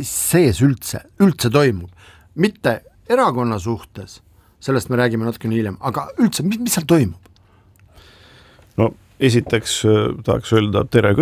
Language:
Estonian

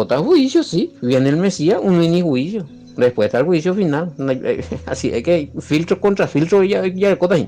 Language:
Guarani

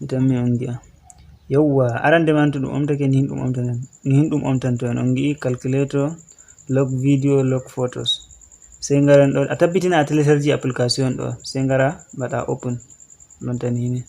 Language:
Fula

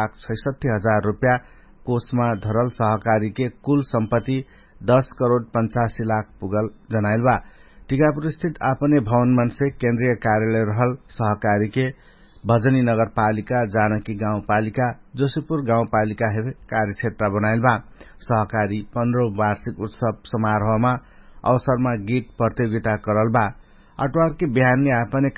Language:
Dangaura Tharu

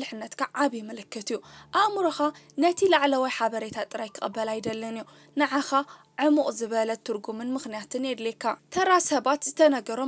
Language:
Tigrinya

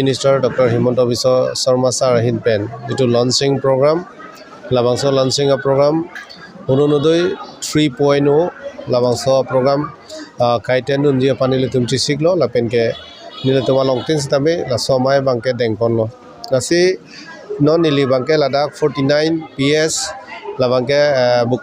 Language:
Karbi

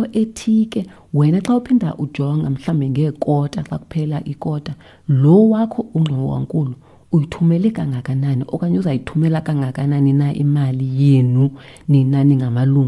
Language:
Xhosa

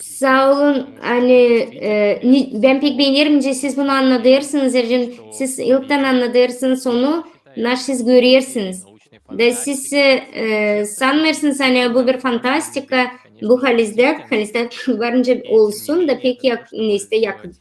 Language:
Gagauz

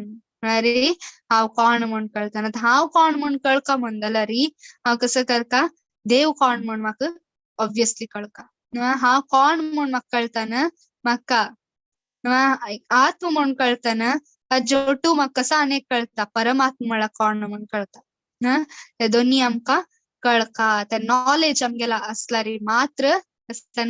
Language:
Konkani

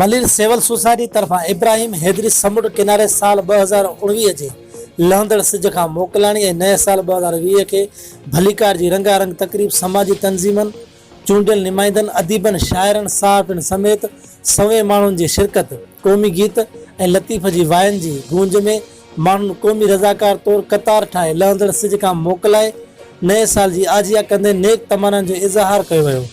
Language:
Sindhi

